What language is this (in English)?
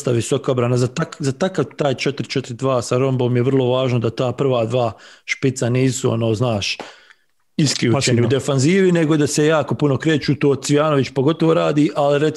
Bosnian